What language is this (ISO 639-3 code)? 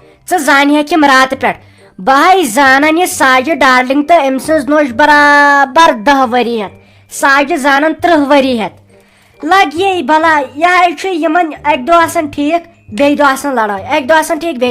kas